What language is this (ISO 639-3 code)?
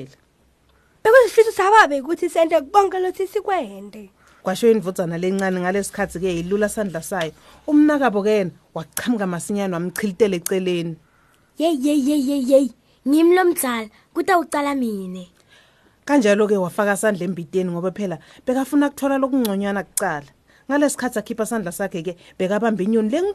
ssw